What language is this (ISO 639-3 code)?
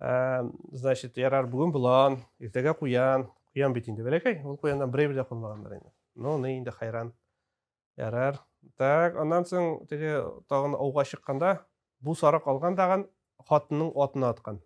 tat